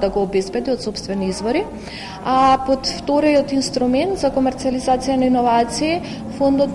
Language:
Macedonian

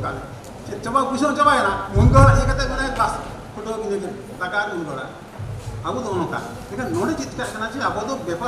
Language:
Santali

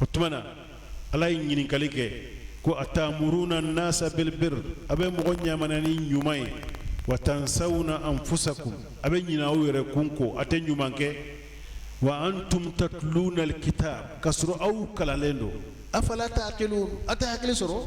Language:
Bambara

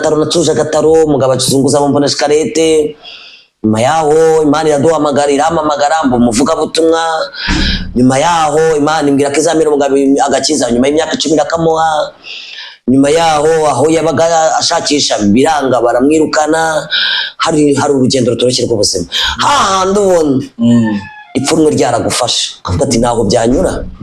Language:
Kinyarwanda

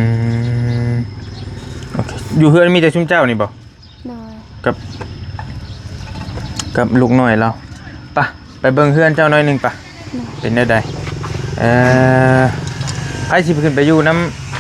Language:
Northeastern Thai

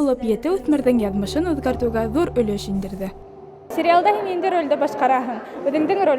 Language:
Bashkir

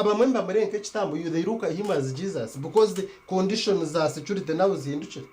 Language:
Nyankole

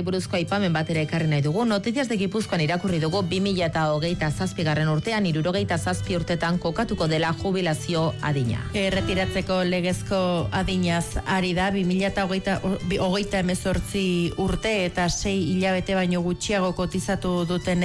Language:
Basque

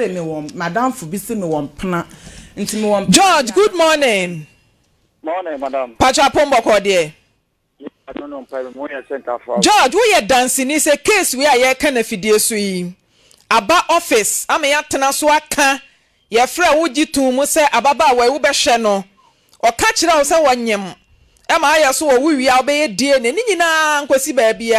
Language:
Akan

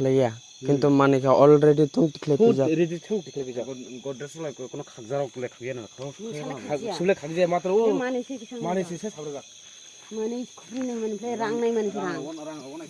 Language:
Kok Borok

